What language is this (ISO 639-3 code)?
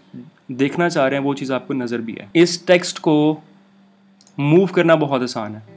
hin